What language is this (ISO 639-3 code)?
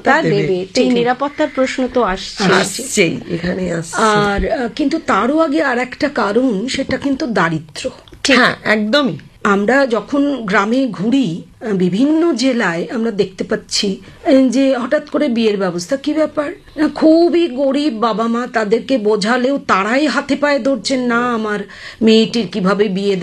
ben